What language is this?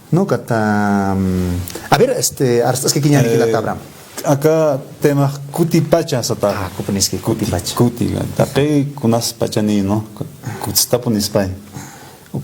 Aymara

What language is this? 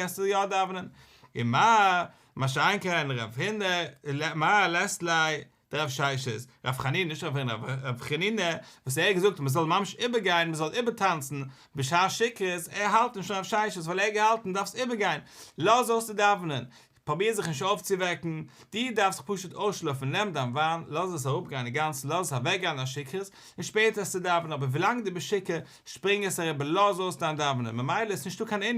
Yiddish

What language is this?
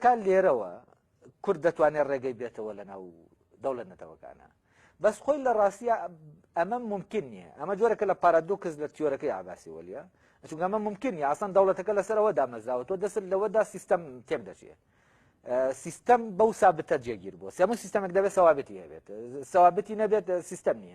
Central Kurdish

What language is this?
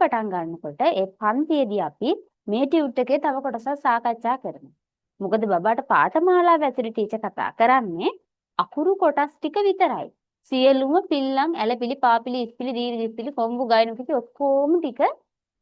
Sinhala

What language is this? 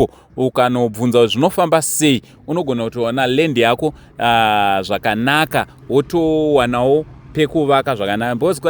Shona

